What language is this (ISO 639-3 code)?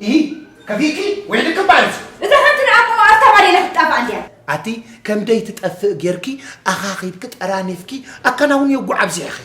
tir